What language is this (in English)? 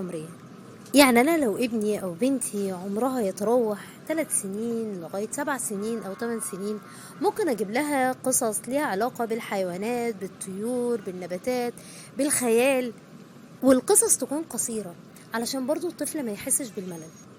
Egyptian Arabic